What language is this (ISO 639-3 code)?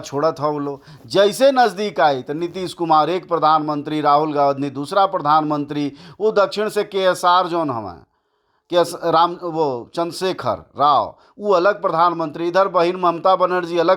bho